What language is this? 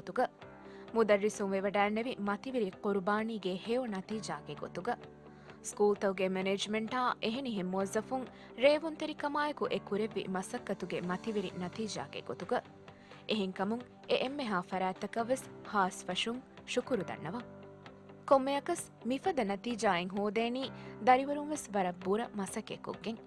Divehi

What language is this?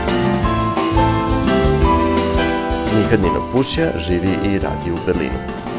Bosnian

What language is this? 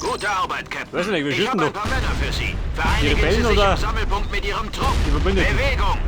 Bavarian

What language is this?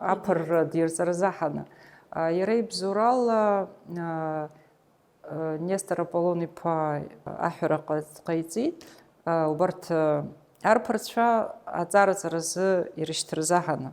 Abkhazian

